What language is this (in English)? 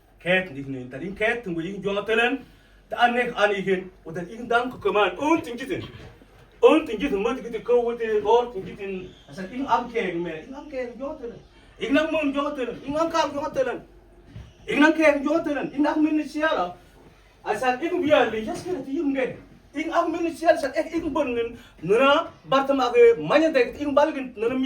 Mabaan